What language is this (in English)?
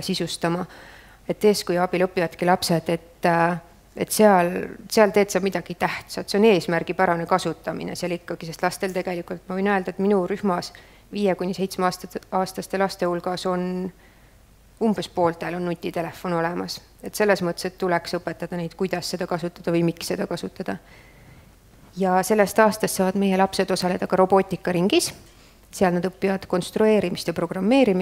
Estonian